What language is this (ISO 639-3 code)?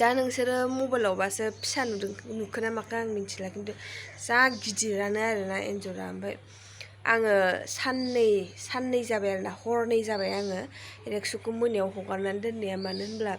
brx